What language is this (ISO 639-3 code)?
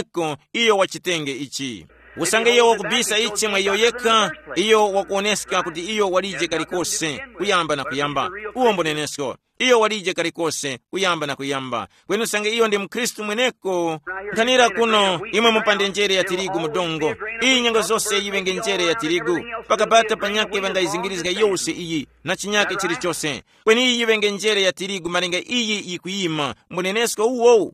tum